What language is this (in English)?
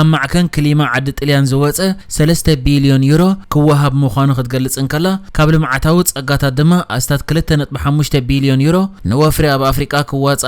Tigrinya